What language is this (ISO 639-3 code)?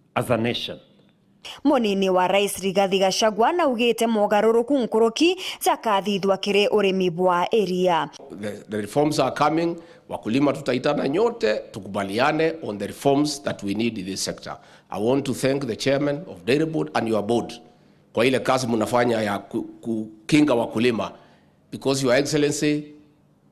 mer